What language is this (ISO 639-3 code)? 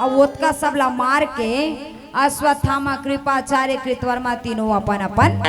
hne